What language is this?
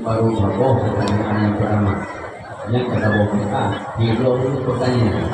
Achinese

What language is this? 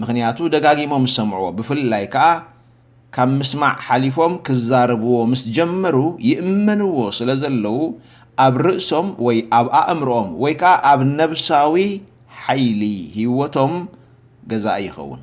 Tigrinya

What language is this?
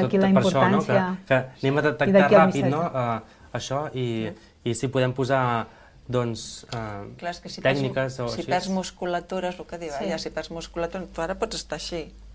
Catalan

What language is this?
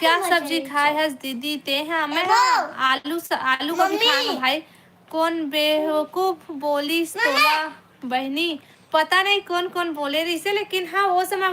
Chhattisgarhi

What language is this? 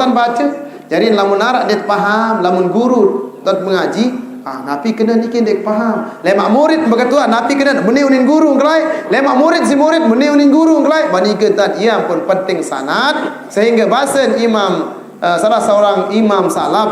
Sasak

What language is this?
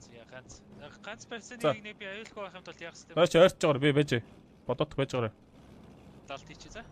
Mongolian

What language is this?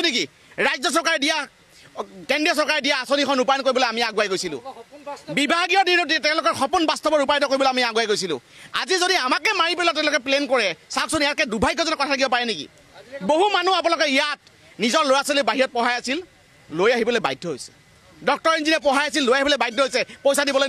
Assamese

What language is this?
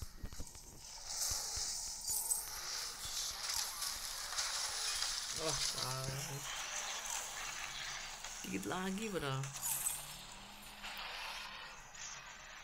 Indonesian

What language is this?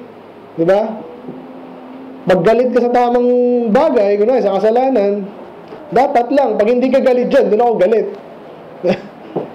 Filipino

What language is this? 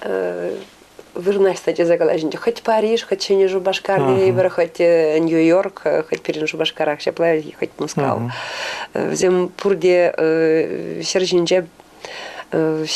Chuvash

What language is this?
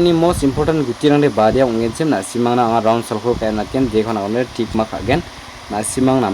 Garo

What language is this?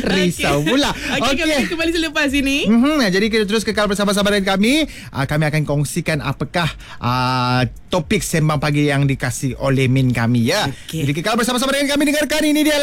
Malay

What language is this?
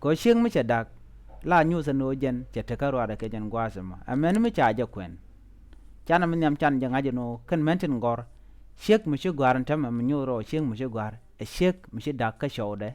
Nuer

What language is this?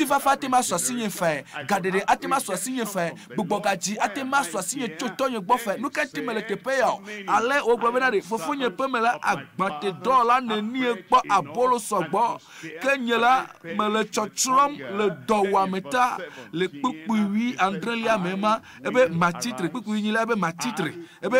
Ewe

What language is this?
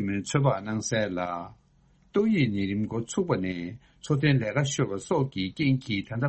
Tibetan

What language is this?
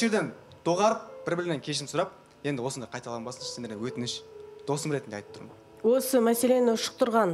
Kazakh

